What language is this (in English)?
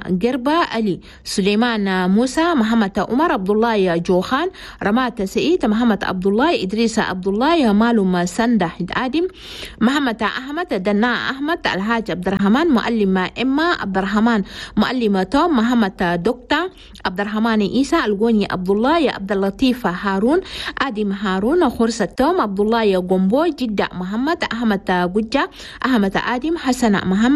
Chadian Arabic